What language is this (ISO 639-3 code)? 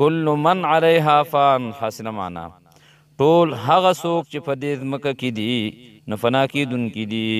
pus